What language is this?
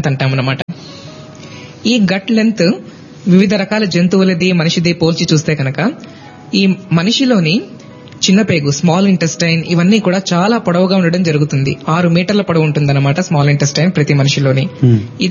Telugu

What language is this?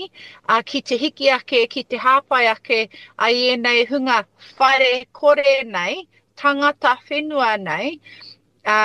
Māori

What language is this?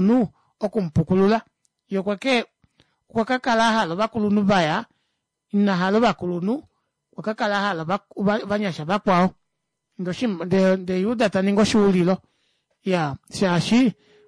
Kuanyama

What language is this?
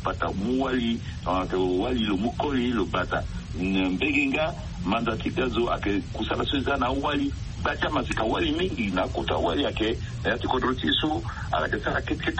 Sango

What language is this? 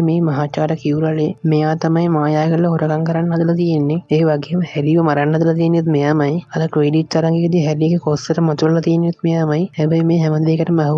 Sinhala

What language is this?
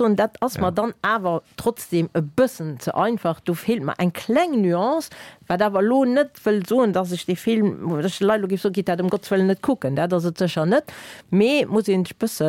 Luxembourgish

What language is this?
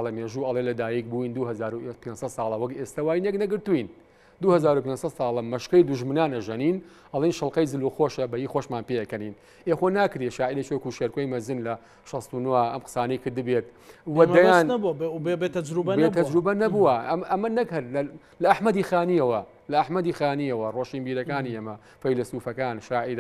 Central Kurdish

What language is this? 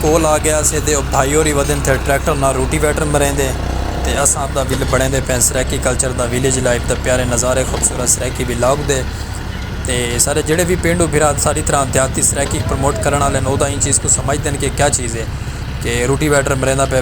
Saraiki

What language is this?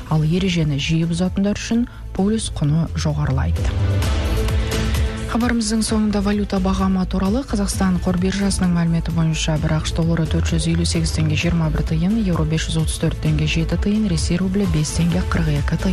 Kazakh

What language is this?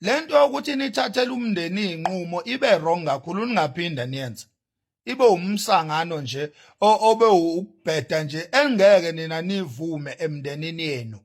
Zulu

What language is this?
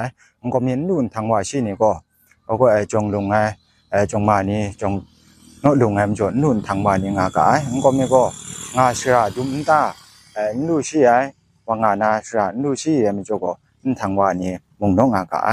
Kachin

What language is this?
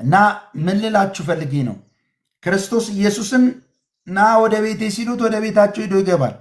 Amharic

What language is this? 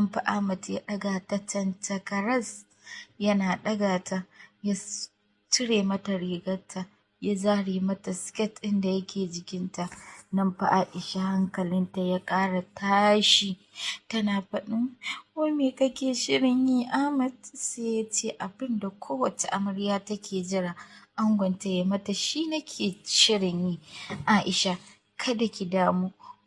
Hausa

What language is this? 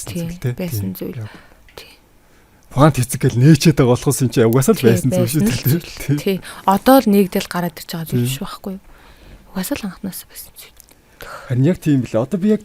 Mongolian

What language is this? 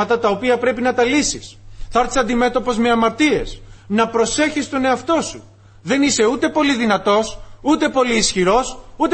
Greek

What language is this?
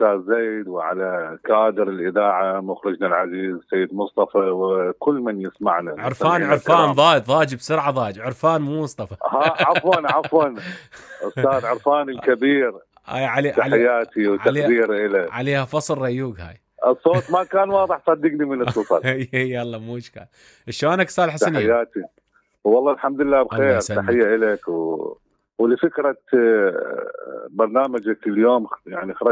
Mesopotamian Arabic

